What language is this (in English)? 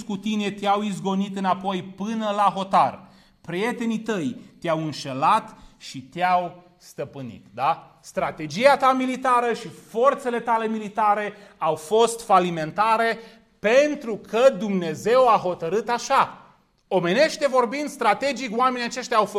Romanian